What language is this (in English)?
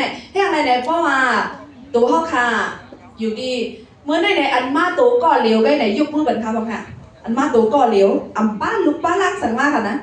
Shan